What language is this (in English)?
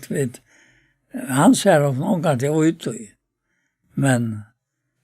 Faroese